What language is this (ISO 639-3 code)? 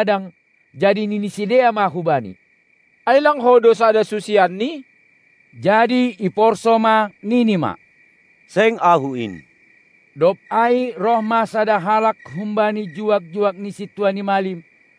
bts